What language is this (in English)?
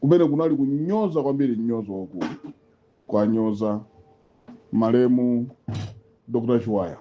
Nyanja